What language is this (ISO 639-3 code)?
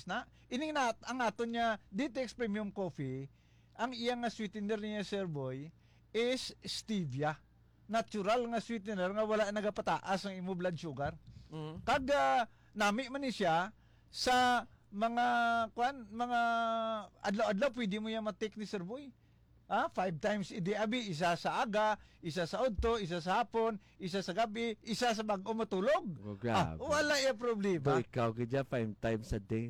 hil